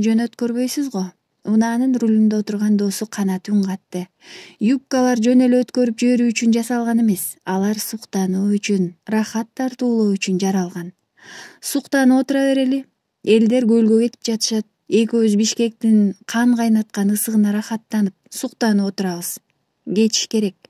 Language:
Kyrgyz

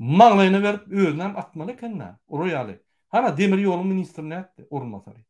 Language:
Turkmen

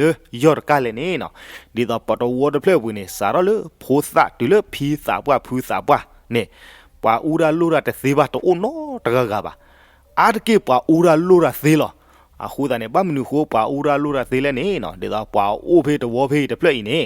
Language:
S'gaw Karen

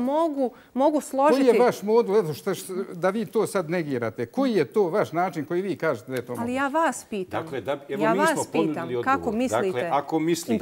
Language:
Bosnian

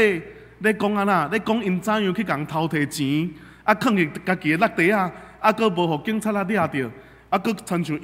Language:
Min Nan Chinese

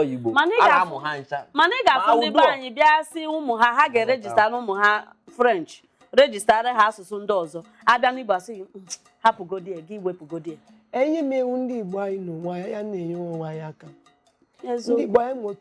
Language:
Igbo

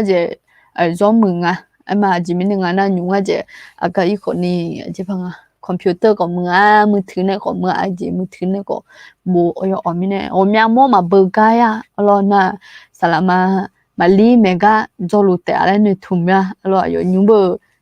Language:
Akha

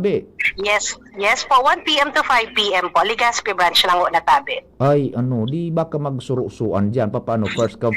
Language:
Bikol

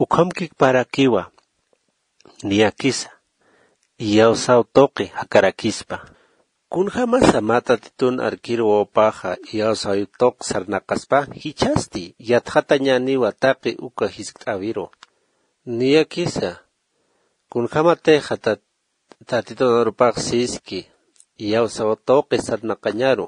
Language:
Aymara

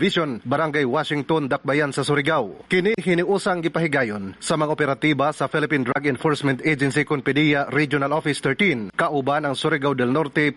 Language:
Cebuano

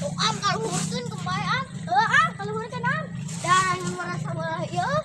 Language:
Sundanese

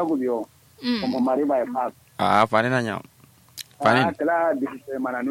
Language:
Kanuri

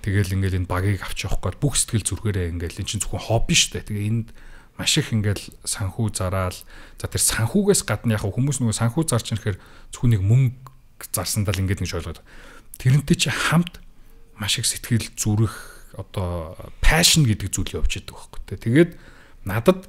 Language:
Mongolian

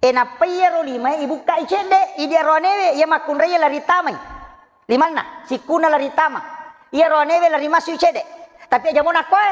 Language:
Buginese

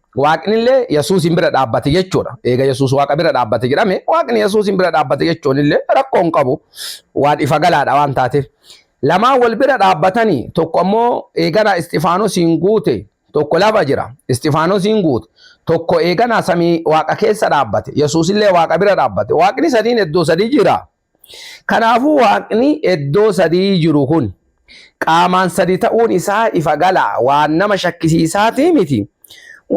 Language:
Oromo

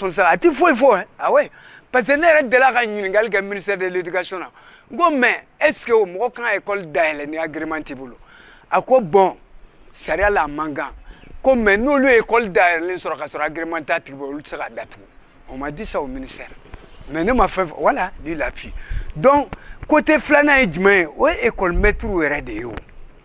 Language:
Bambara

